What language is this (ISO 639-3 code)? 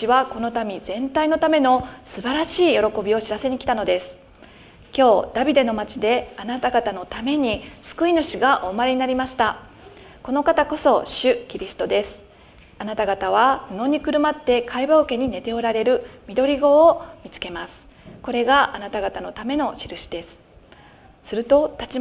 jpn